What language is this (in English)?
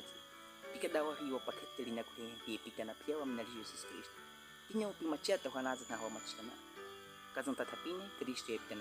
Baniwa